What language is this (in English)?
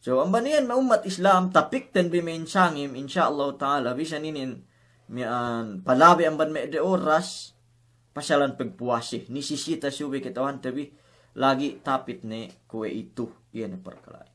Yakan